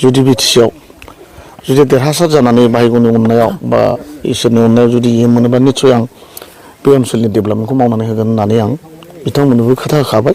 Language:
Bodo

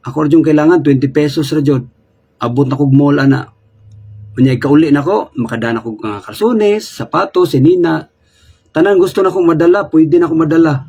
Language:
Cebuano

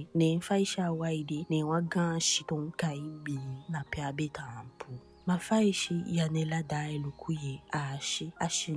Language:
Eastern Maroon Creole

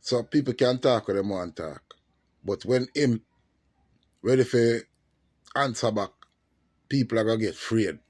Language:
Jamaican Creole English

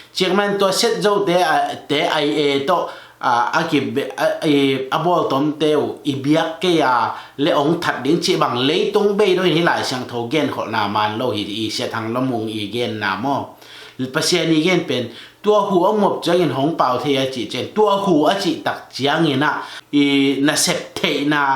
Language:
Tedim Chin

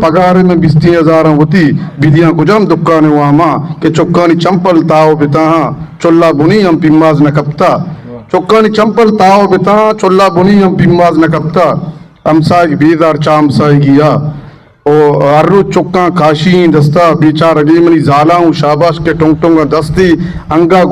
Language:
Eastern Balochi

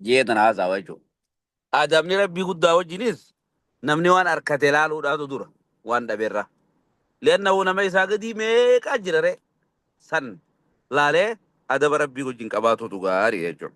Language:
Oromo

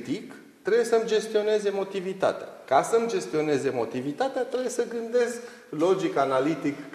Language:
Romanian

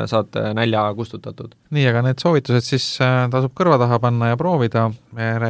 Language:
Estonian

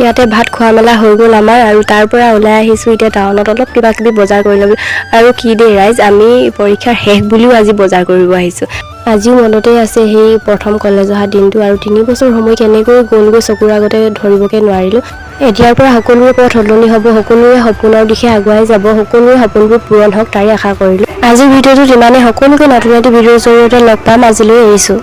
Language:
Assamese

